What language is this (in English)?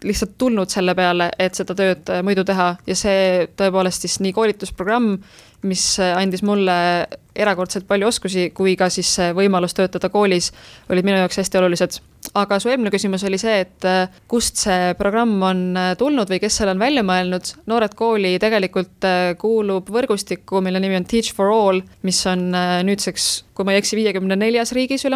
Estonian